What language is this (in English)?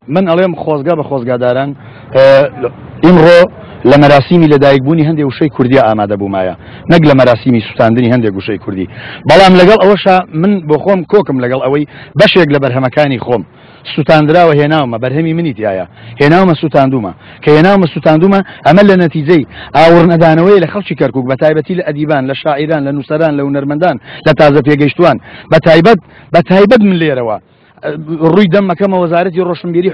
Central Kurdish